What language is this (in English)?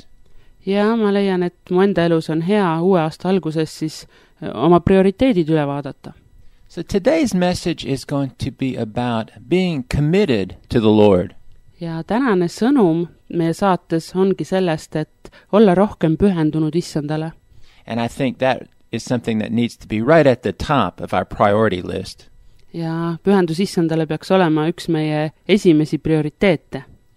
Estonian